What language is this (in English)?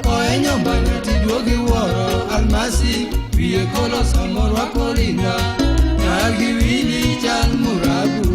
Luo (Kenya and Tanzania)